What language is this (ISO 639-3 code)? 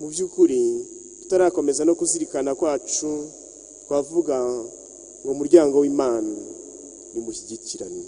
kin